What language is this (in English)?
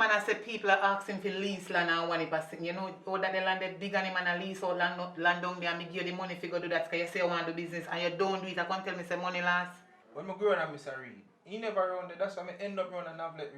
Jamaican Creole English